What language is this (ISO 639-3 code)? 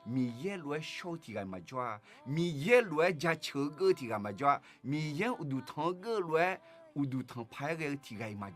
ahk